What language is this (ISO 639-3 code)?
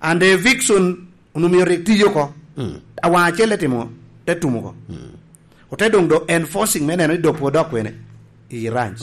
laj